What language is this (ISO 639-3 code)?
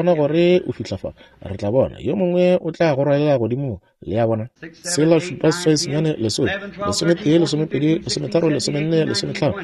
nso